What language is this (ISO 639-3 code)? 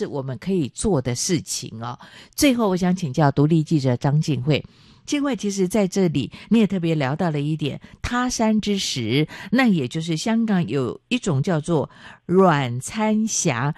zho